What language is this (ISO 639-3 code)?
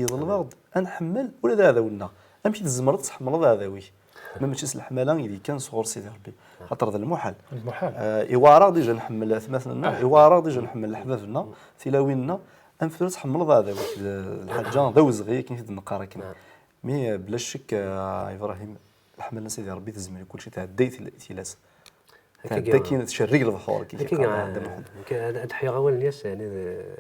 kab